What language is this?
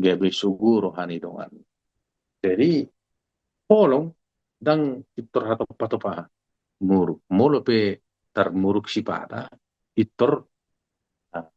Batak Toba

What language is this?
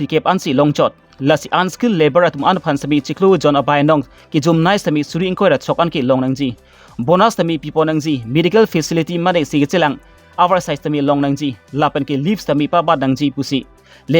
Karbi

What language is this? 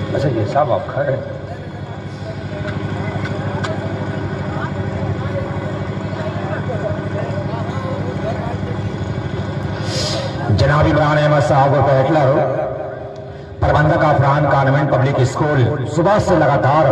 Hindi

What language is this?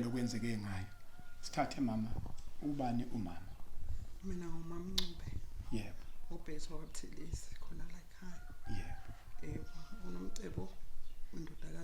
Zulu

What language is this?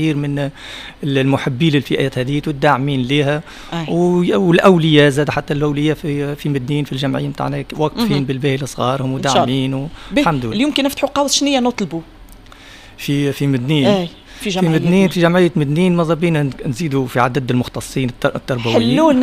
Tunisian Arabic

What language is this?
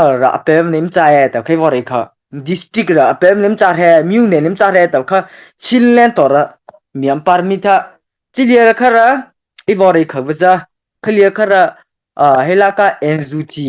Mara Chin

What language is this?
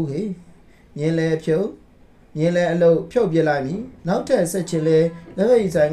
Burmese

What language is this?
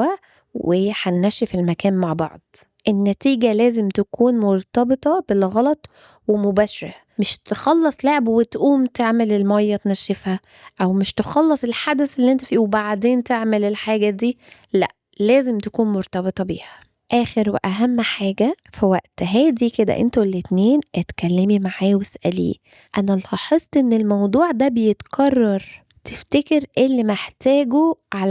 Egyptian Arabic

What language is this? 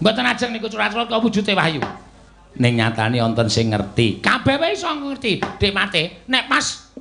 Javanese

